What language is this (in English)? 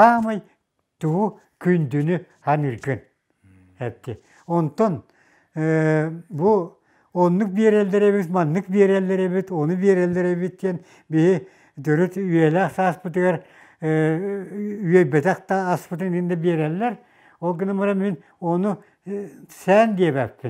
Yakut